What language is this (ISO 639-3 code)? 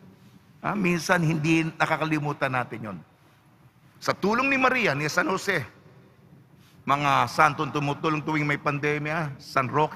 fil